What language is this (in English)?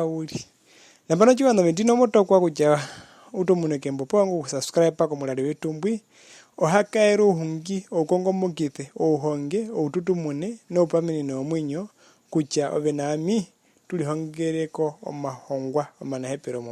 Herero